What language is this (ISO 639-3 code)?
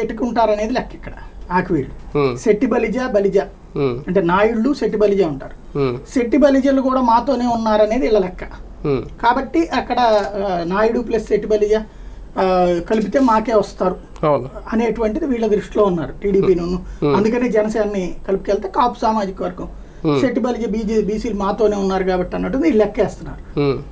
tel